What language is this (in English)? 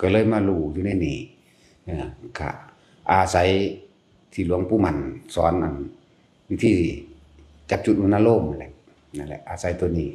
Northeastern Thai